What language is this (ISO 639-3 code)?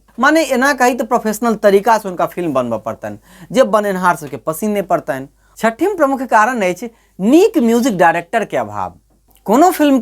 mai